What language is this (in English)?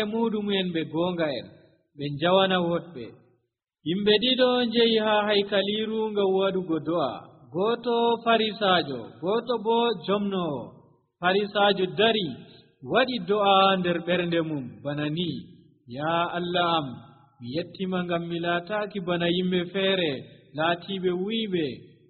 Nigerian Fulfulde